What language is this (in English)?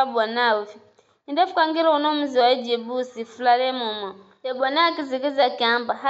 Giryama